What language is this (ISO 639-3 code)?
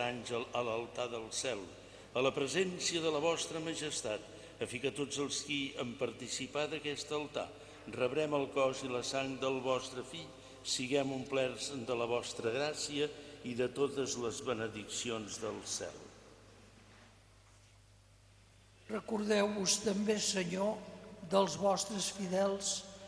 cat